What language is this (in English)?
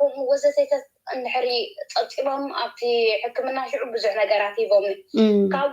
Tigrinya